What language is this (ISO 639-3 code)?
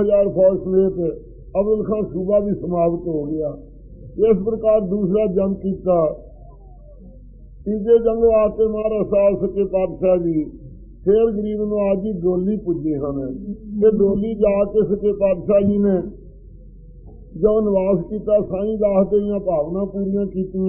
pan